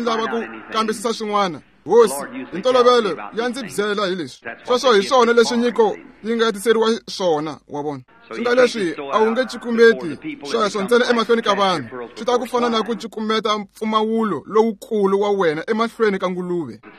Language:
Tsonga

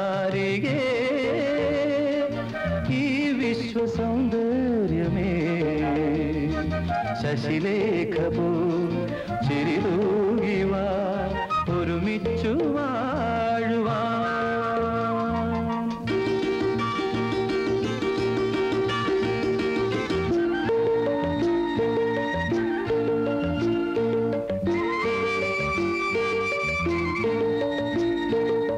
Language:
Malayalam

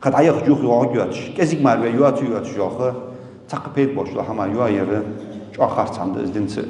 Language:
Ingush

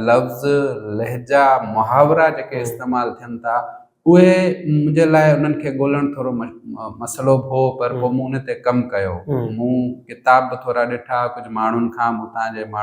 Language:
Sindhi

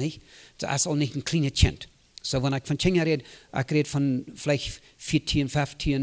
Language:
Plautdietsch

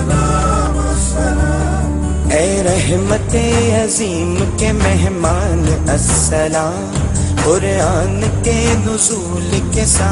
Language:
Urdu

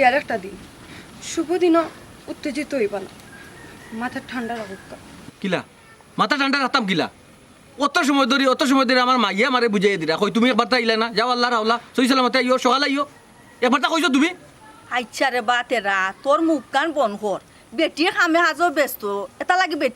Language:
Sylheti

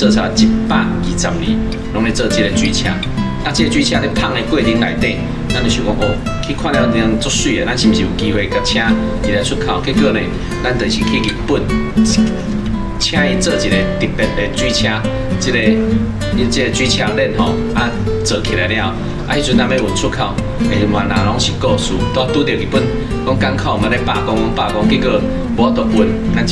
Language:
Min Nan Chinese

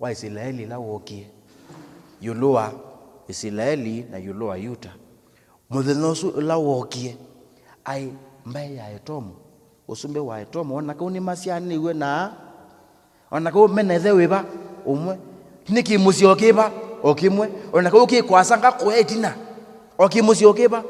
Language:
Kamba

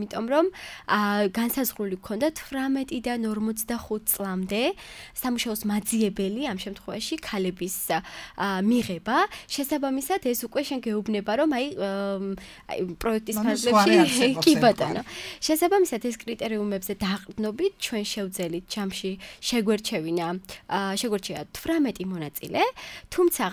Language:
Georgian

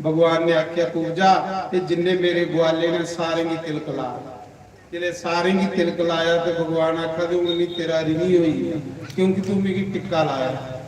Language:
Dogri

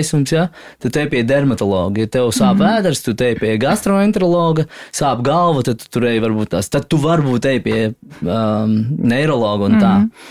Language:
Latvian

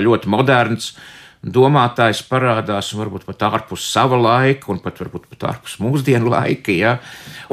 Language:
Latvian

